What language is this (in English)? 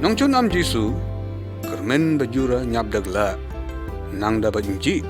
Lyngngam